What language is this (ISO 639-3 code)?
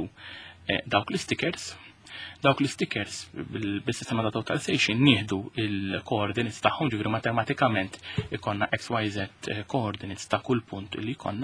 mlt